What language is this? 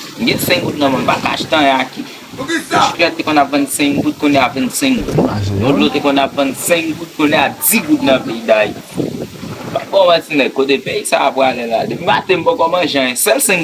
Haitian Creole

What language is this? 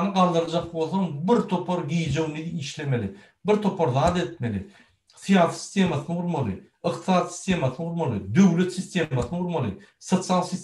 Turkmen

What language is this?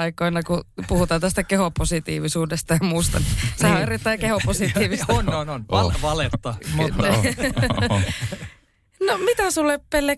Finnish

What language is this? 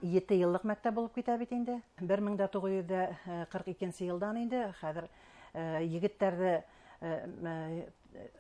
Bashkir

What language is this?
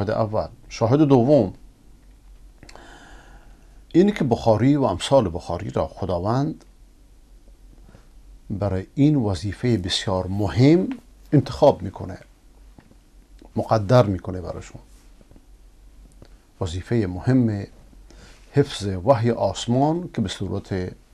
Persian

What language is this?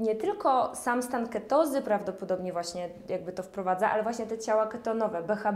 Polish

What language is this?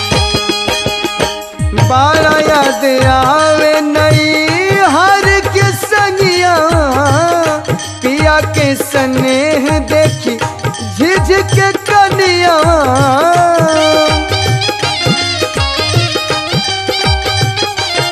Bhojpuri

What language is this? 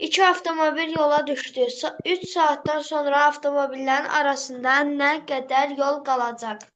Azerbaijani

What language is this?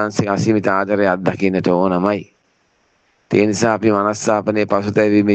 Sinhala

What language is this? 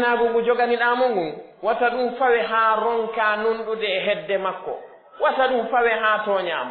Pular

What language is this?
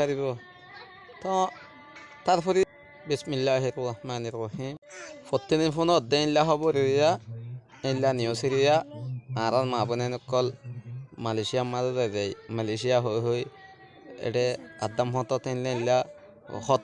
Rohingya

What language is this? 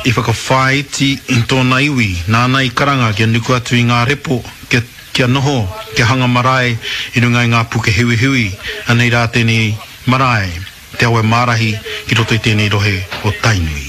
Māori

